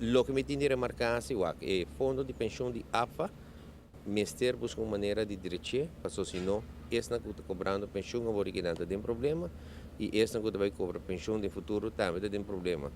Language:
Papiamento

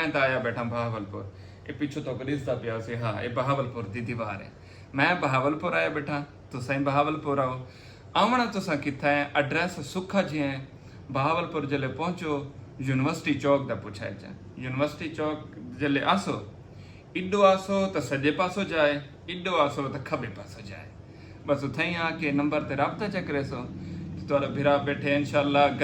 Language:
Saraiki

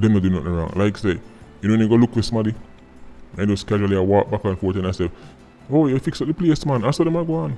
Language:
Jamaican Creole English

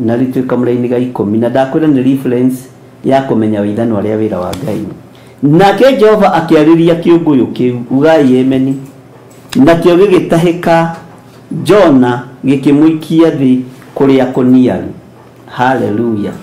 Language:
Kikuyu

